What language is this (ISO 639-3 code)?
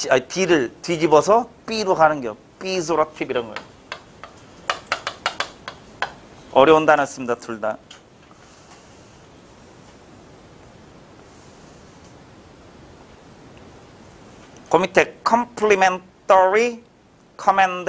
kor